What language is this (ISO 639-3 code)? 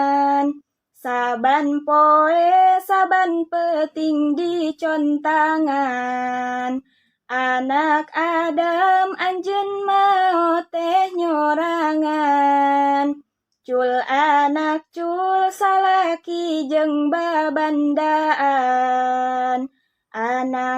sun